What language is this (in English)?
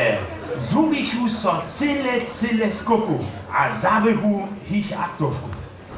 Upper Sorbian